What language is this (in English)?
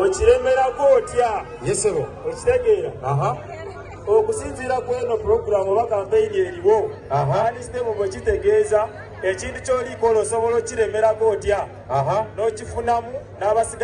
Ganda